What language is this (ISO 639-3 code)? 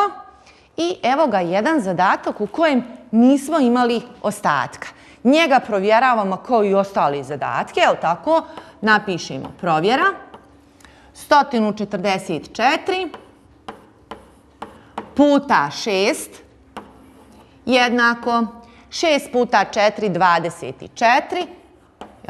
bos